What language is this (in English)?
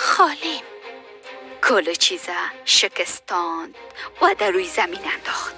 Tajik